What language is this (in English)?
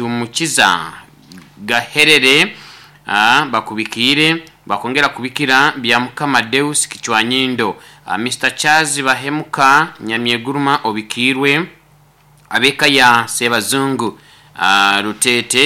Nyoro